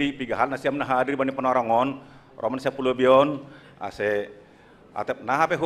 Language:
Batak Simalungun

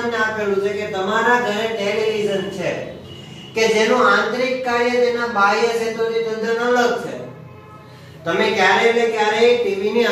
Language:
Gujarati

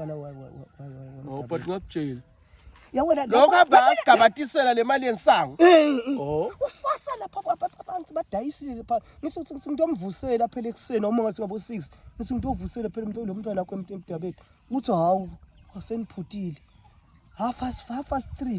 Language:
Zulu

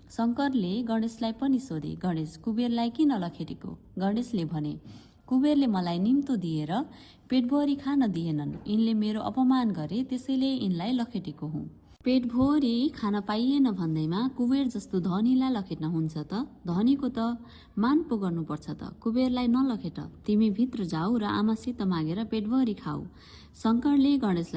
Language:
Nepali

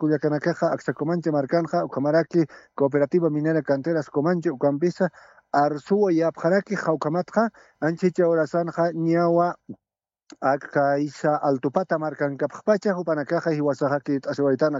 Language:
Aymara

